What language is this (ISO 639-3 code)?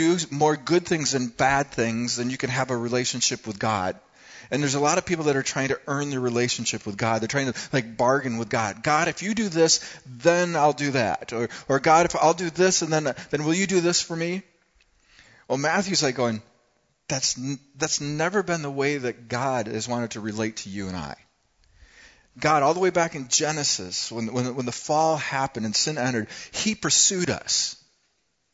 eng